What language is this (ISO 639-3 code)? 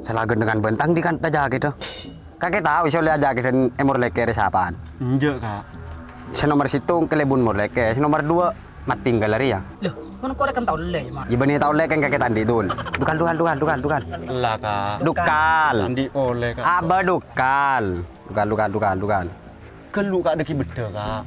mad